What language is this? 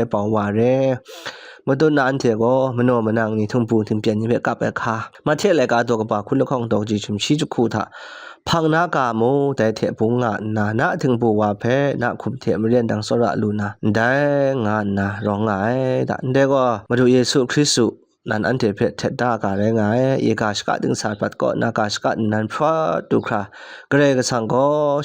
Kachin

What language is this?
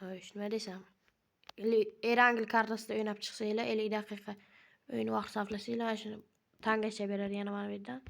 Uzbek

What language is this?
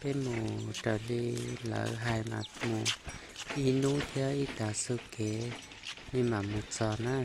Hmong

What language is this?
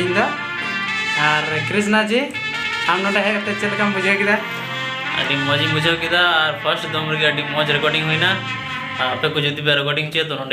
Santali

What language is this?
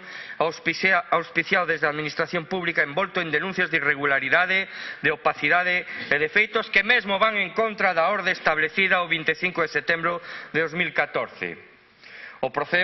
Galician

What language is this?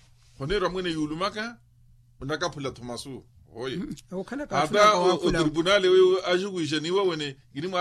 Makhuwa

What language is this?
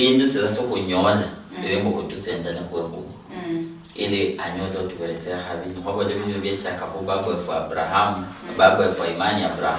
Luyia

